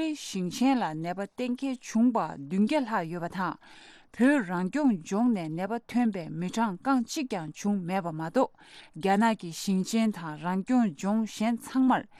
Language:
Tibetan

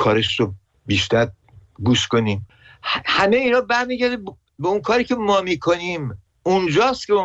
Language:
Persian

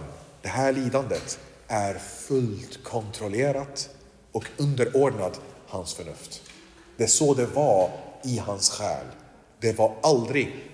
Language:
Swedish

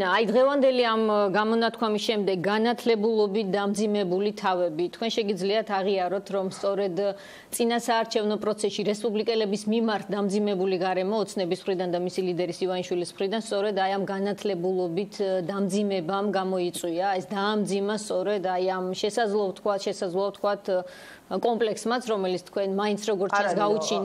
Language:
Georgian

